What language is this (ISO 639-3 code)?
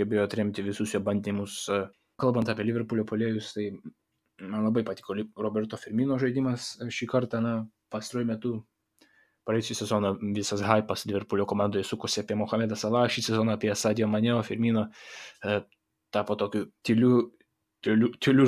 lit